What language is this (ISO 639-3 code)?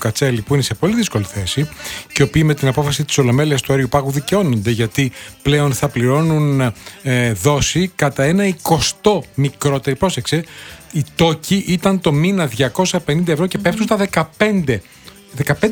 ell